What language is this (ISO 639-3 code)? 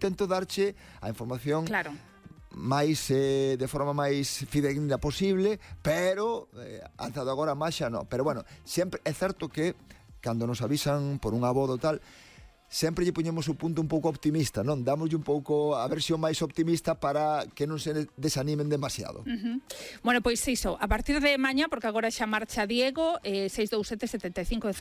glg